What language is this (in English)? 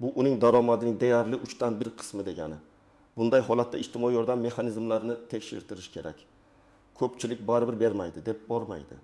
Uzbek